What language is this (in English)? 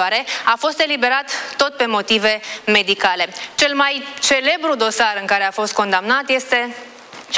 Romanian